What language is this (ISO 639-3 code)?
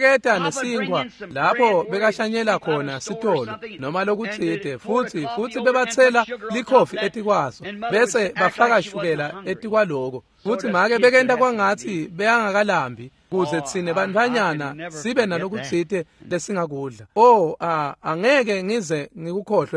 ssw